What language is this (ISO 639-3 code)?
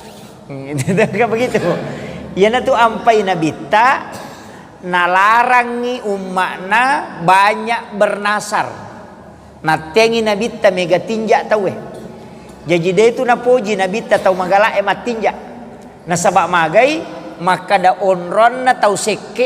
bug